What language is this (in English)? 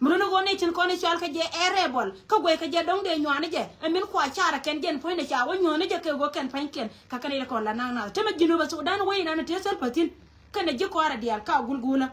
Nuer